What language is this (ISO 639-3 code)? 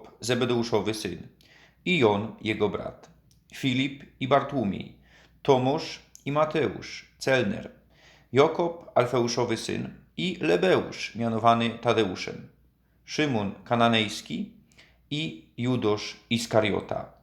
szl